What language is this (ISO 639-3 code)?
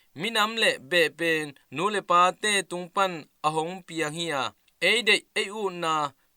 ctd